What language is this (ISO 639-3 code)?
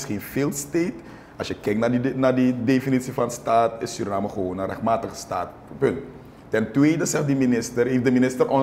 nld